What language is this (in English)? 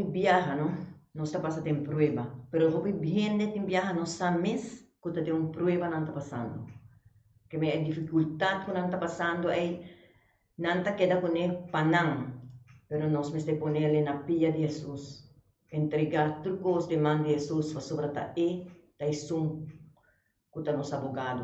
Papiamento